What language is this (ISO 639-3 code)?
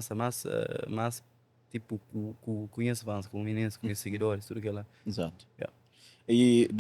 kea